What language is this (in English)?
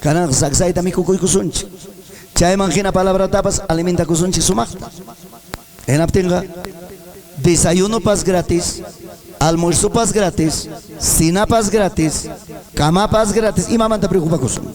Ayacucho Quechua